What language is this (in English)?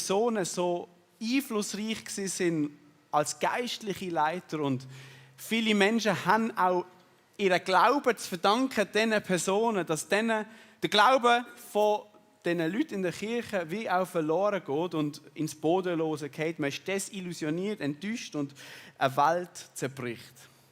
Swiss German